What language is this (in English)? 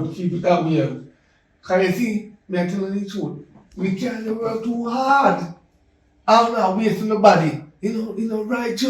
Jamaican Creole English